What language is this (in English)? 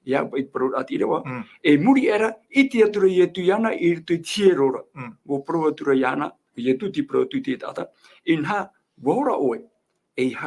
Tahitian